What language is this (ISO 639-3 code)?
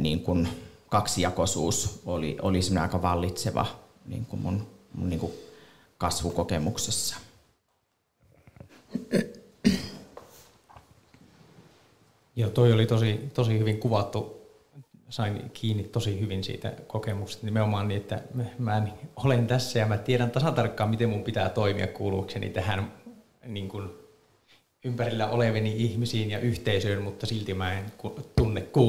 fin